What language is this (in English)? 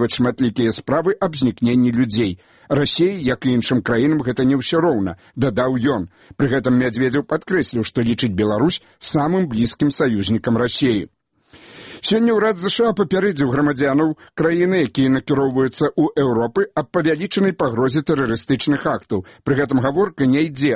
Belarusian